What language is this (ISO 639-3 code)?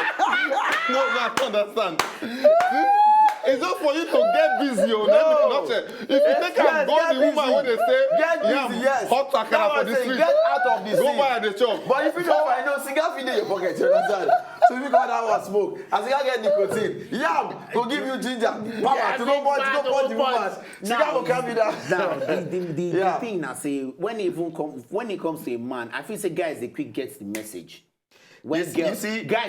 pcm